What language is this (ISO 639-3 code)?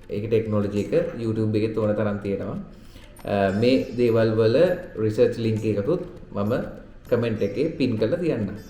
sin